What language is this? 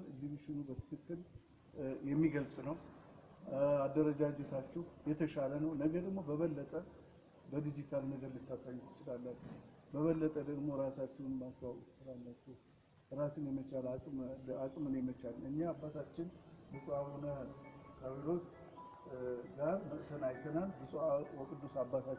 Amharic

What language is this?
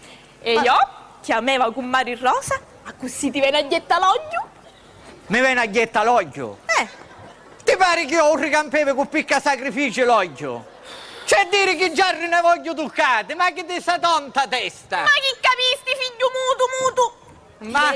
Sicilian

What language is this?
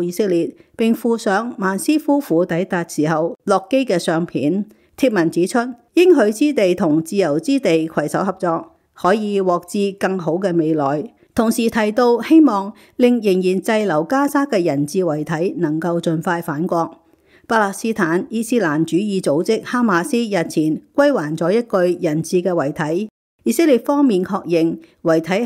Cantonese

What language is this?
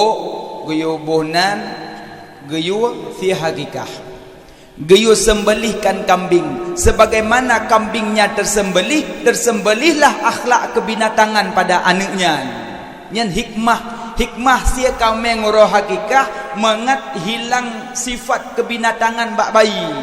Achinese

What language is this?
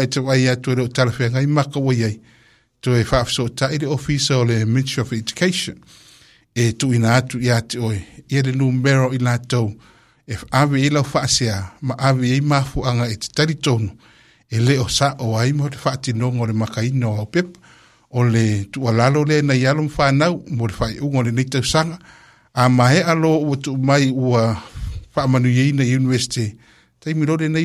Samoan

